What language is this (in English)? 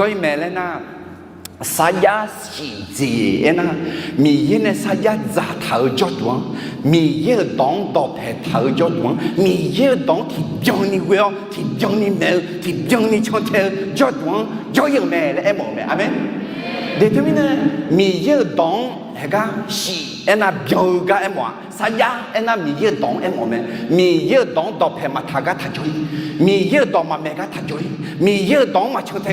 Akha